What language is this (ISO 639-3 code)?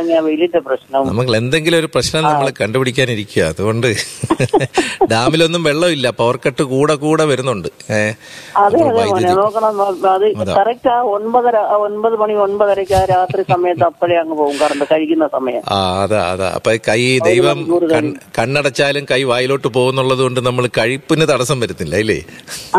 mal